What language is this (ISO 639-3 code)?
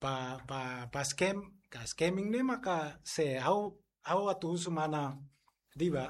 tet